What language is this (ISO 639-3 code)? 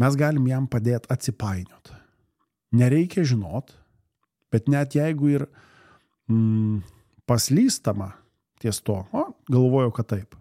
lit